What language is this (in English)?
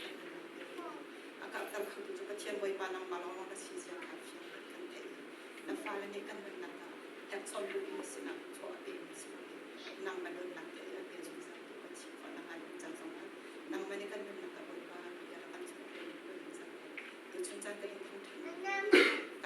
Hakha Chin